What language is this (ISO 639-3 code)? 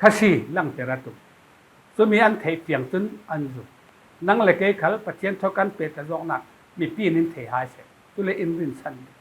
cfm